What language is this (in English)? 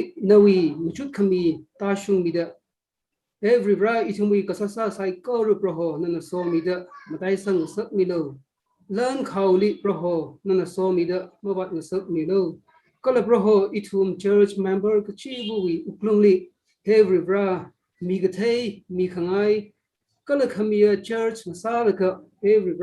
Tangkhul Naga (India)